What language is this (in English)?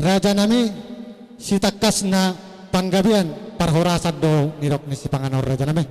Batak Toba